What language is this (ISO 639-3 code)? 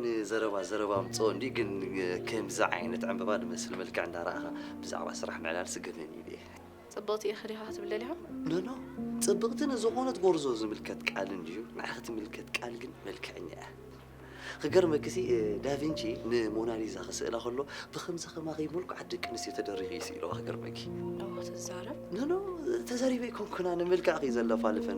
tir